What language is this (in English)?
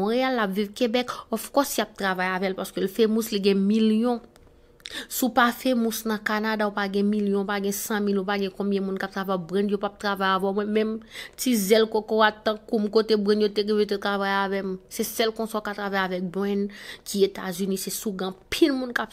Haitian Creole